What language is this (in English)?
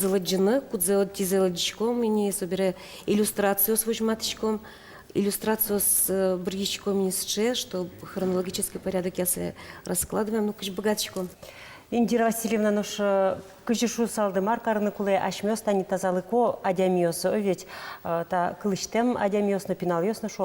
Udmurt